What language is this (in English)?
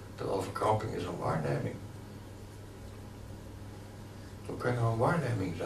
Dutch